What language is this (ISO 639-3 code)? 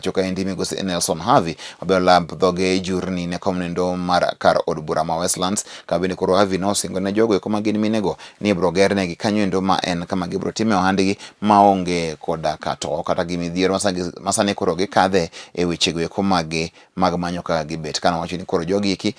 luo